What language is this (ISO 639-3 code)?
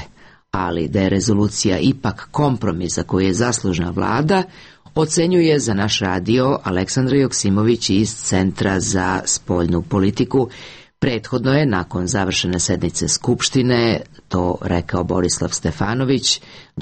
srp